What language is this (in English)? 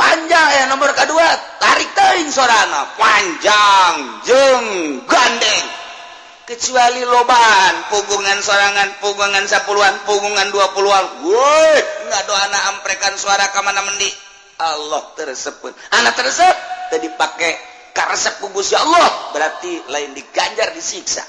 Sundanese